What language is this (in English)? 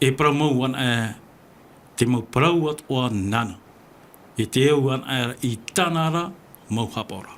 Tahitian